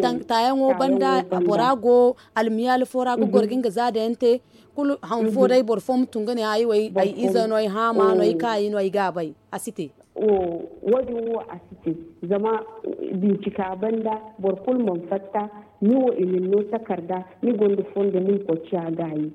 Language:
Zarma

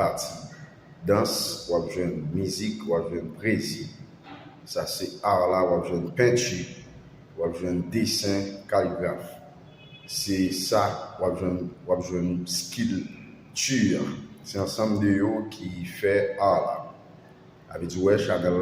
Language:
Haitian Creole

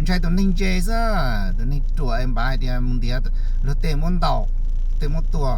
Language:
Hmong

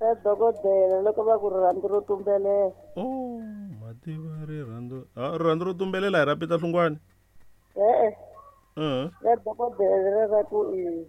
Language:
Tsonga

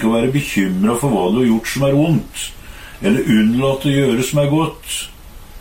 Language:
Norwegian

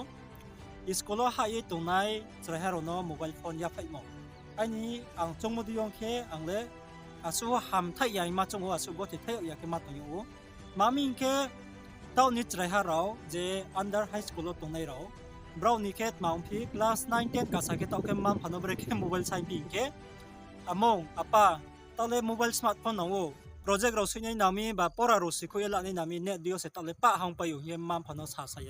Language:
Riang (India)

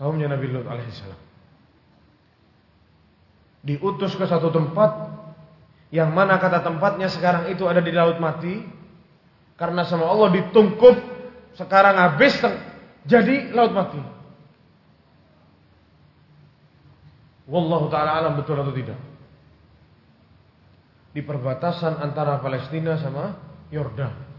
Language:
Indonesian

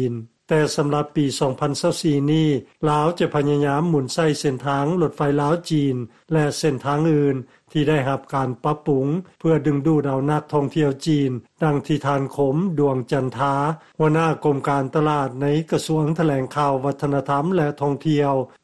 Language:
Lao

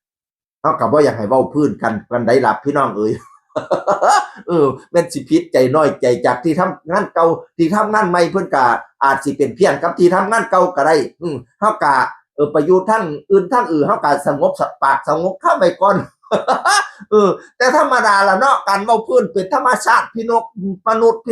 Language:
Northeastern Thai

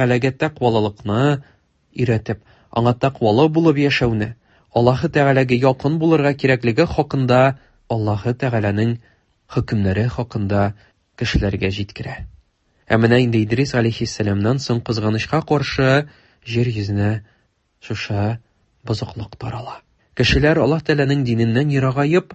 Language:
Tatar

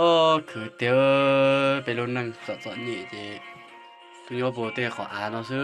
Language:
Hmong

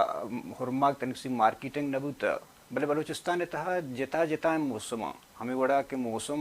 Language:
Baluchi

